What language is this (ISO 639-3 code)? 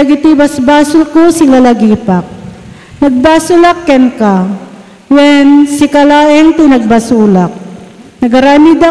ilo